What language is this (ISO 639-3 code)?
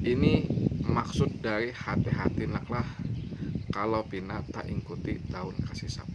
bjn